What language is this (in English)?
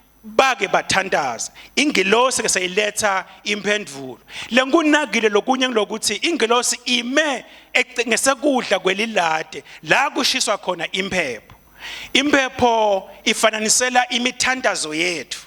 Swati